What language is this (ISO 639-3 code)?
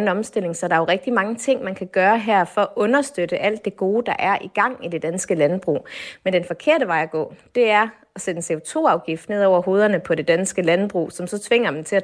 dan